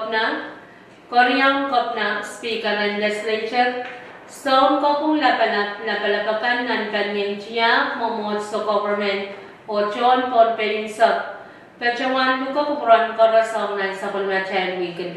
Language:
Pohnpeian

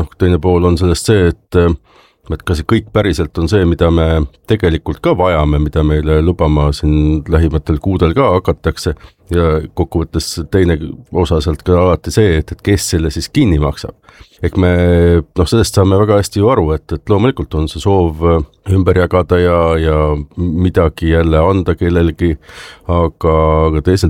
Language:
Estonian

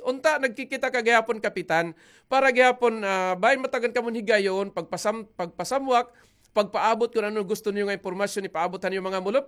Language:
Waray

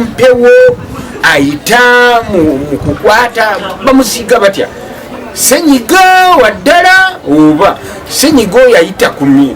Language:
Ganda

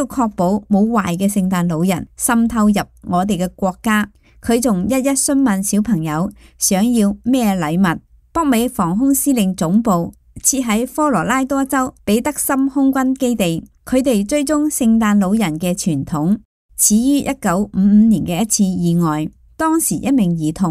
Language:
Cantonese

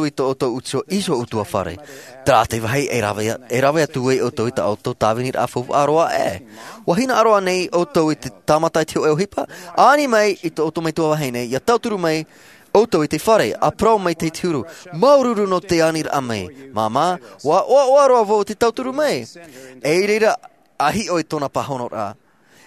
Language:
Tahitian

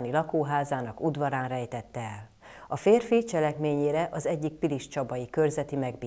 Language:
Hungarian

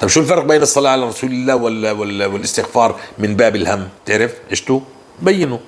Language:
North Levantine Arabic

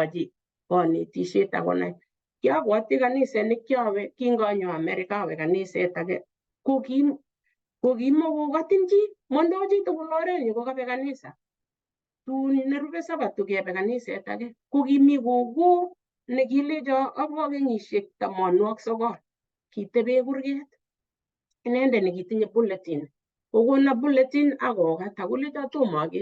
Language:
Kalenjin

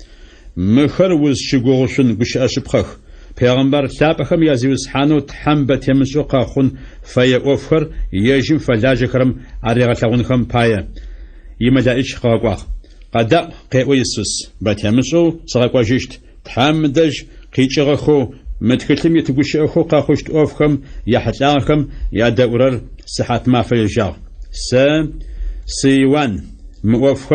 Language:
Adyghe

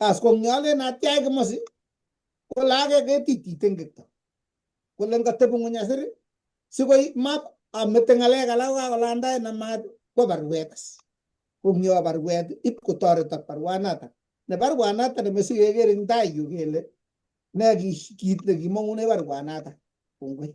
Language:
Kalenjin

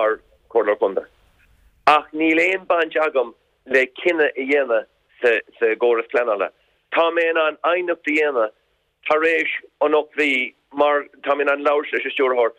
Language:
Irish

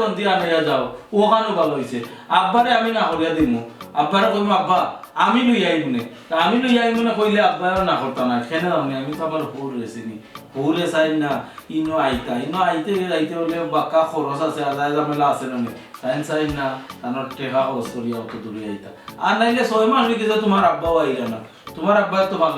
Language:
Sylheti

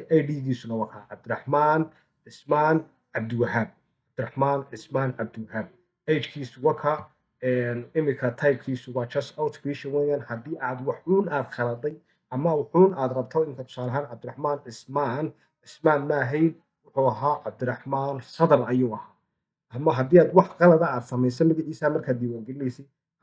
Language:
Somali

